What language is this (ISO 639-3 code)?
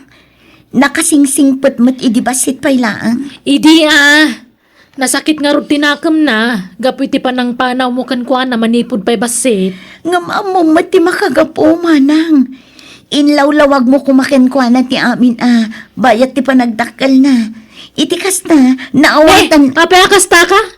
ilo